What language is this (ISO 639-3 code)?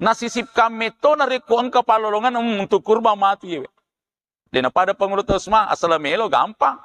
bug